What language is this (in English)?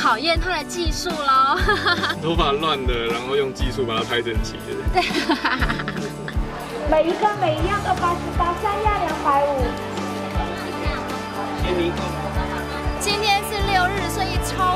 Chinese